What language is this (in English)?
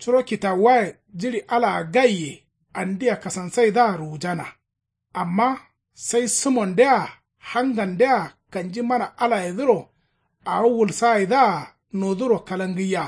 Kanuri